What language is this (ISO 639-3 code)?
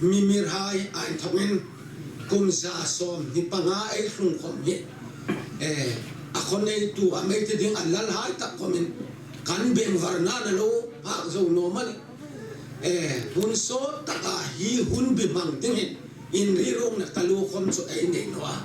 hmr